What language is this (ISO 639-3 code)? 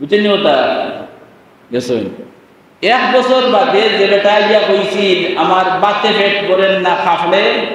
syl